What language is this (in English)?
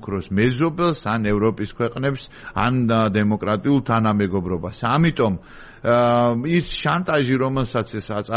Georgian